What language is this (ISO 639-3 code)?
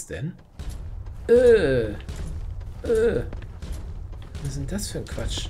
deu